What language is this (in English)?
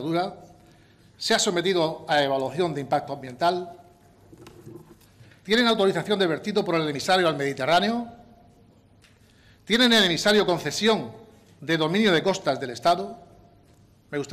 Spanish